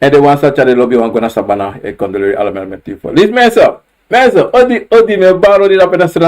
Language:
Sranan Tongo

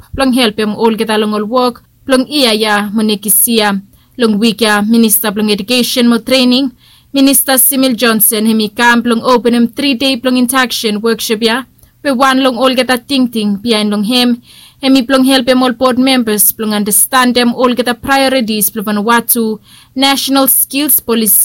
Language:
Bislama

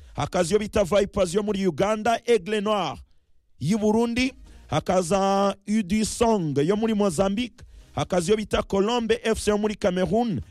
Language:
Kinyarwanda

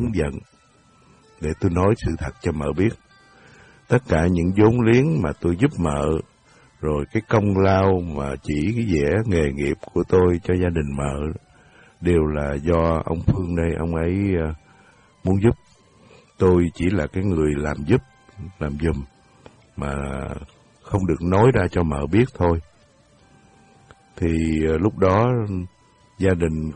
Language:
Vietnamese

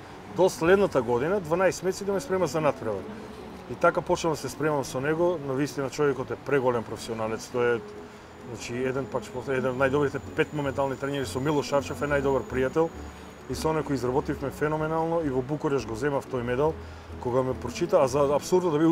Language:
Macedonian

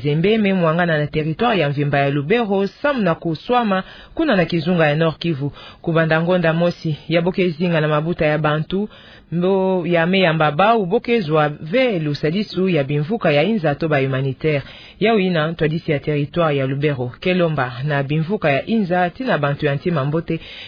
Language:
Kituba (Democratic Republic of Congo)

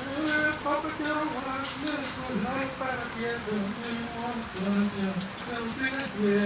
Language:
Acoli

